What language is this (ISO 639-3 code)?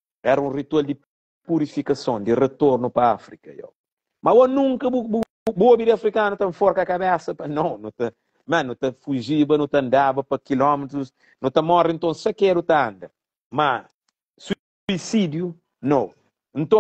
kea